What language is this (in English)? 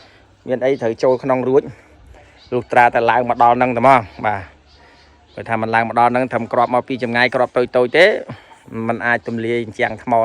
Khmer